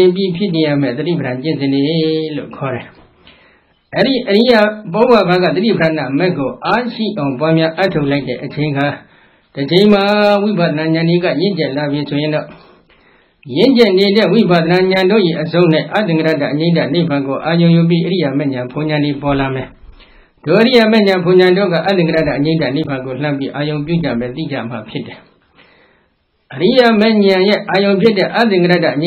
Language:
Burmese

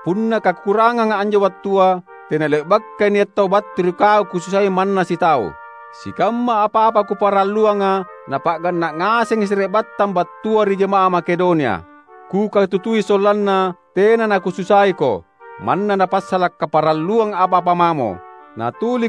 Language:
Makasar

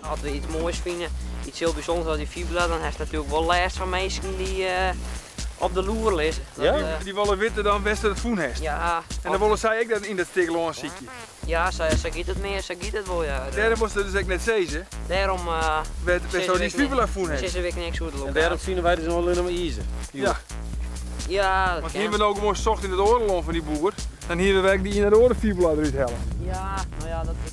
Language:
Western Frisian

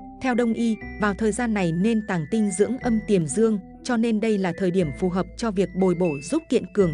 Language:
Vietnamese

